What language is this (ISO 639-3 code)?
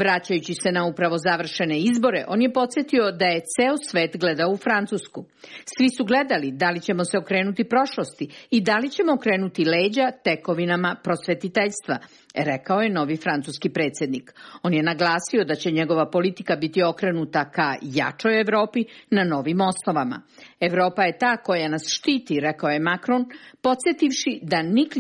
srp